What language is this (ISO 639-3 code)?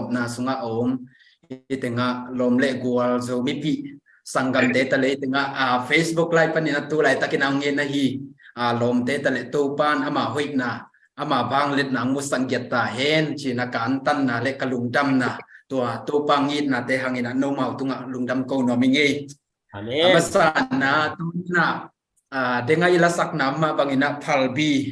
ctd